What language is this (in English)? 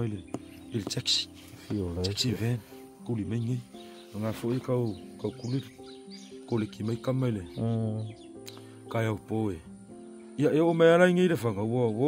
Samoan